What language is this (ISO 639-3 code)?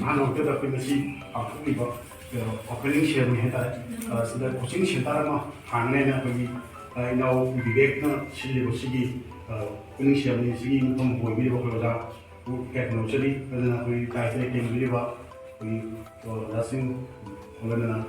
mni